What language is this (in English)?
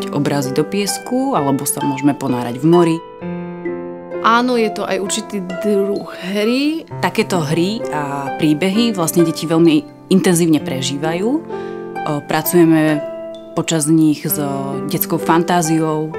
Slovak